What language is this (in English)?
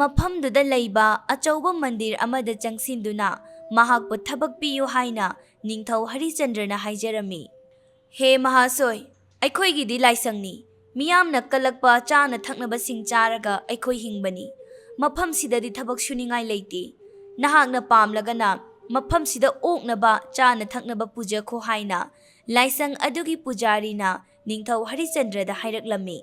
Manipuri